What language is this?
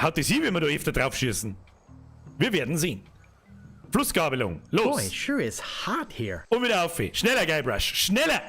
Bavarian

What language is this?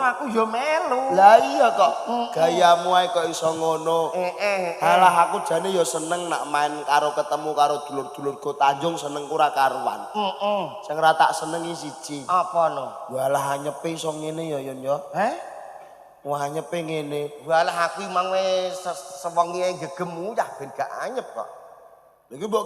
Javanese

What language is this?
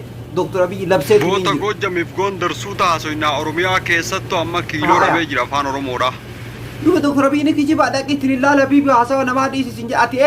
Oromo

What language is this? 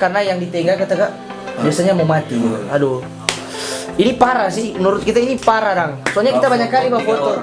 Manado Malay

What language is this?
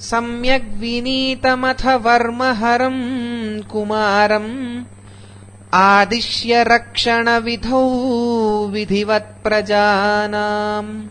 Sanskrit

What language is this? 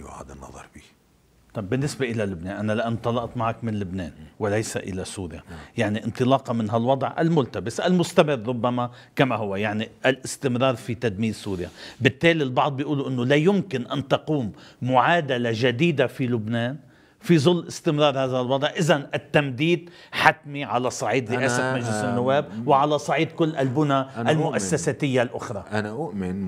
North Levantine Arabic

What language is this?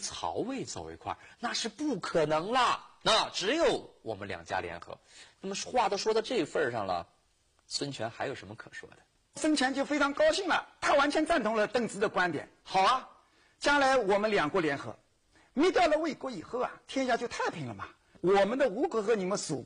Chinese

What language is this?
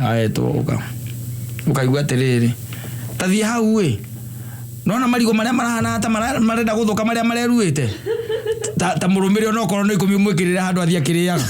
Kikuyu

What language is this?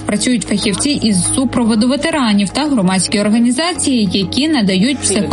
Ukrainian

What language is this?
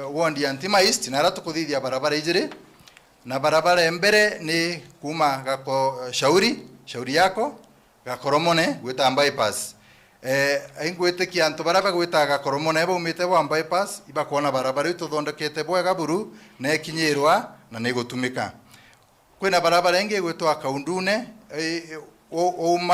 Meru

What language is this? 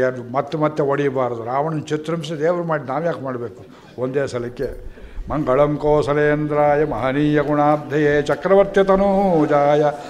Kannada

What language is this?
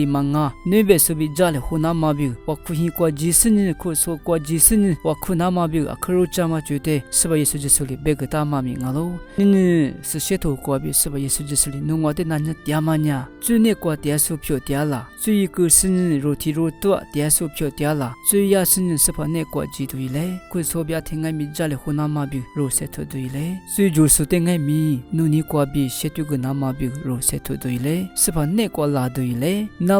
Lisu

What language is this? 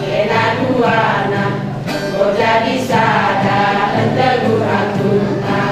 Batak Karo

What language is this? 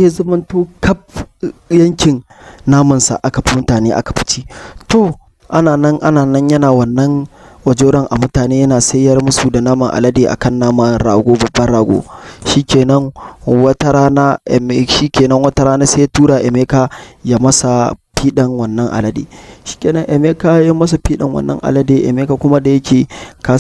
Hausa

